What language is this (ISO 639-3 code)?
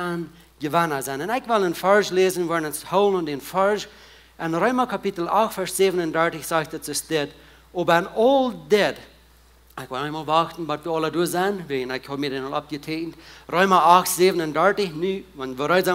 pdt